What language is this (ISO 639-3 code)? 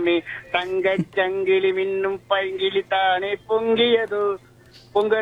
tam